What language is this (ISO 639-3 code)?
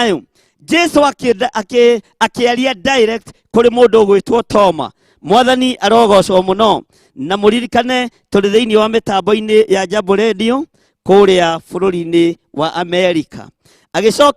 kik